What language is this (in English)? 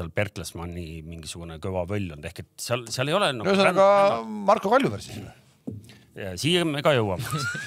Estonian